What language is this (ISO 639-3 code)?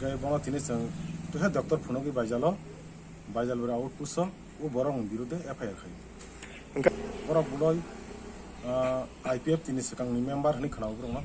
trp